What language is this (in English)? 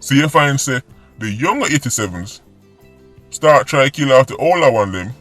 Jamaican Creole English